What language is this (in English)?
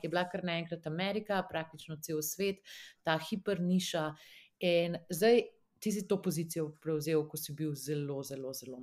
Slovenian